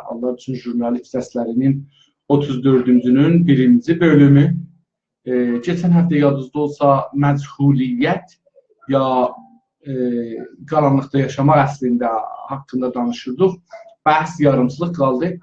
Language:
South Azerbaijani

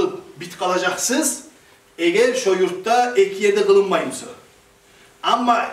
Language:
Kumyk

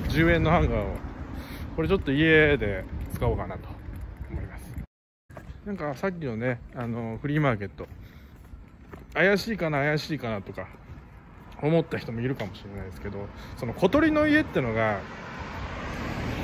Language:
Japanese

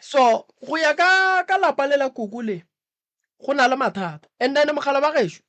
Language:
Northern Sotho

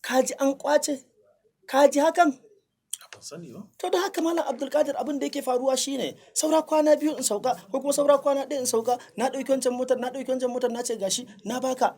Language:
Hausa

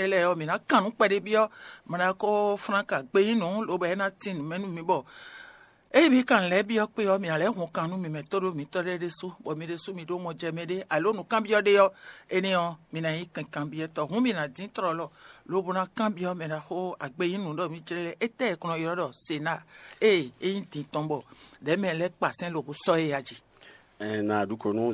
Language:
Fon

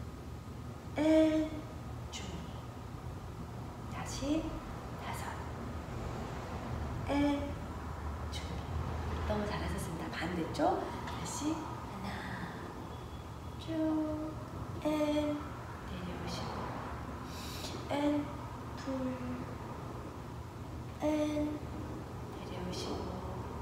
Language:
Korean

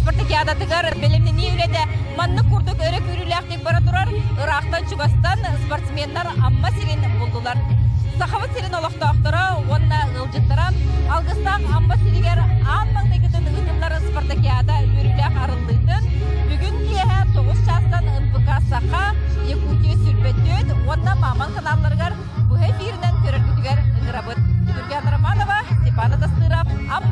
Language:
Yakut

